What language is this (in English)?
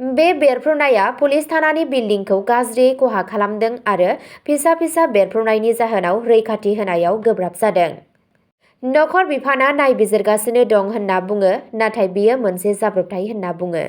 Bodo